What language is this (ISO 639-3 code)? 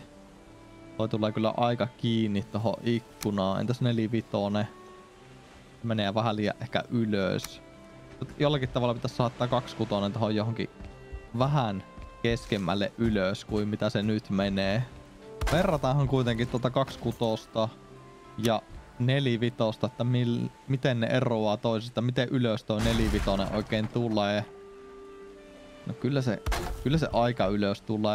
fin